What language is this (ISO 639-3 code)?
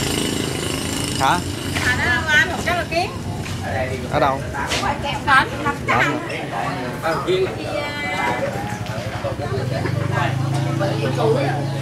vie